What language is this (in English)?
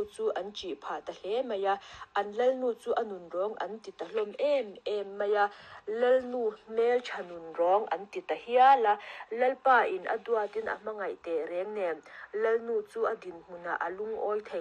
Mizo